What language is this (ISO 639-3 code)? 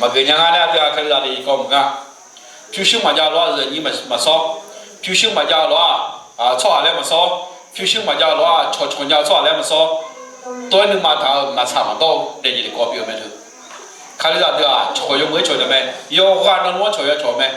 ahk